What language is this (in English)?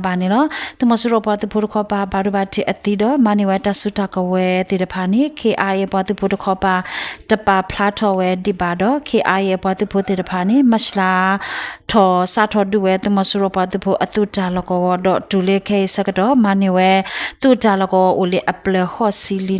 S'gaw Karen